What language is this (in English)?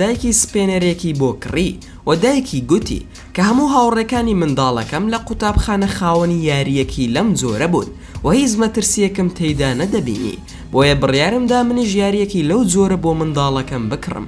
Central Kurdish